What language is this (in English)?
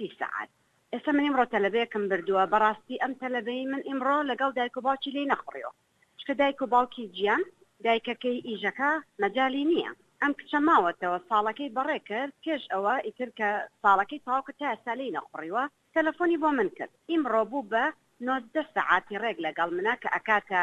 Central Kurdish